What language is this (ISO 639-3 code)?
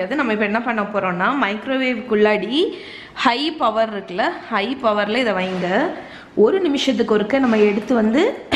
tam